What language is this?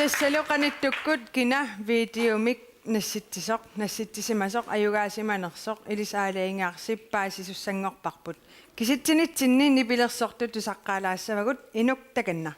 Kalaallisut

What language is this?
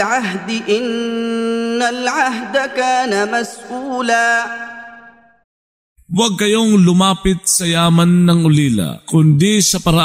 Filipino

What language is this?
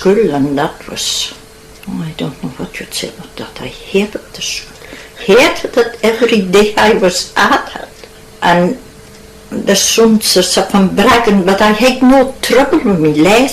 Scots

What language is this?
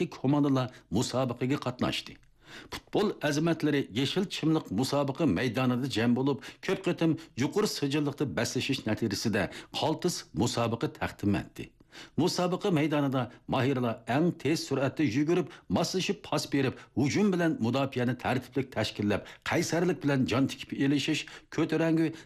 Uyghur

